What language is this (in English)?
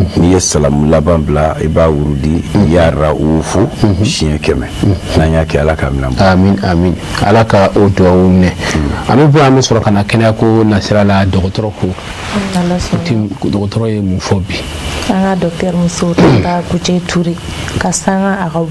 Bambara